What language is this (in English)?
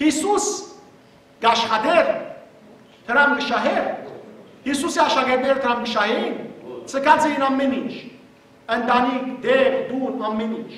Western Armenian